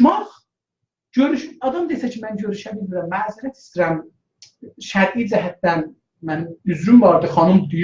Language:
South Azerbaijani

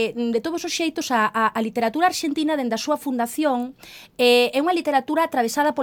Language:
Galician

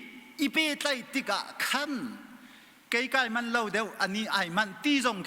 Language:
Hakha Chin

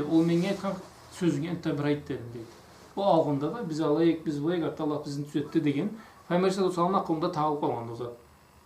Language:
Karachay-Balkar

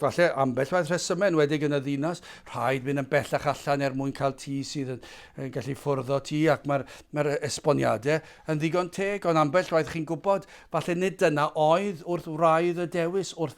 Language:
Welsh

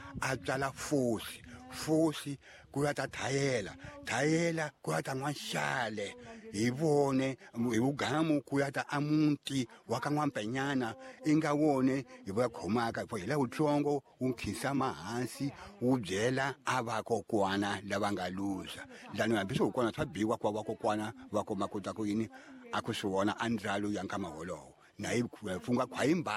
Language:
Tsonga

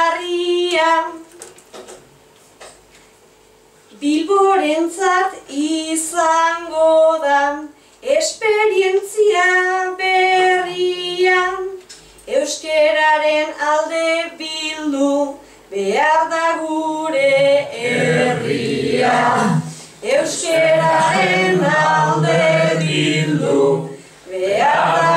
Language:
Basque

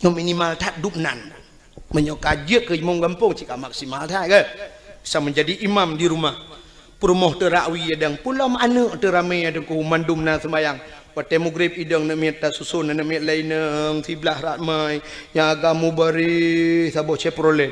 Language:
Achinese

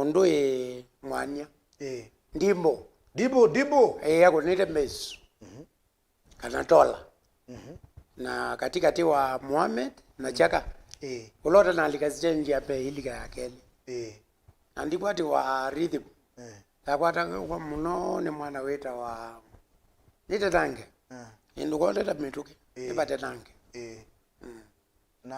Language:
Kamba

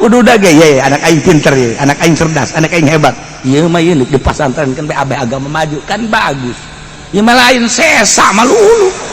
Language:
Sundanese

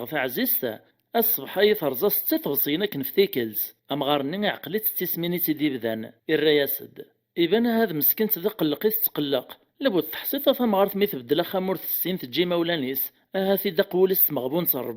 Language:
Kabyle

